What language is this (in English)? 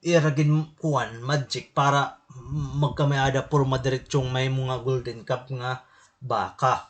Waray